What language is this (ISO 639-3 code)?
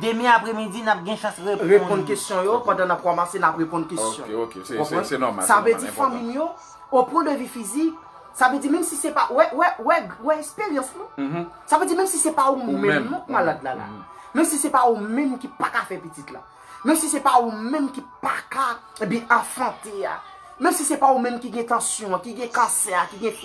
hat